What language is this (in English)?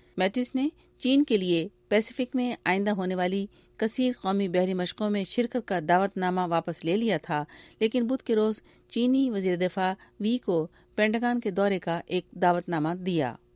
Urdu